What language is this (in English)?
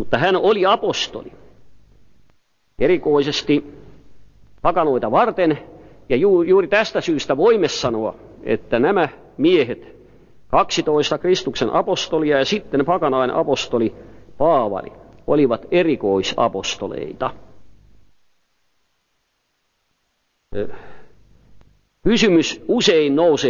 Finnish